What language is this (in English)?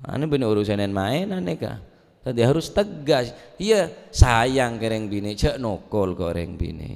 Madurese